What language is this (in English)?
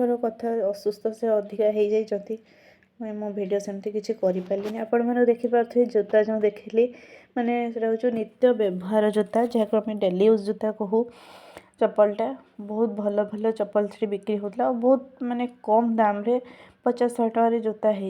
Odia